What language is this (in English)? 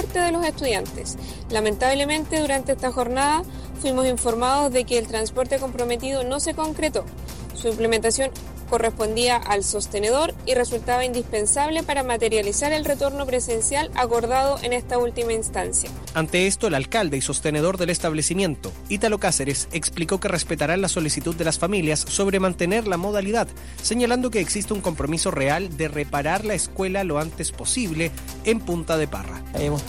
Spanish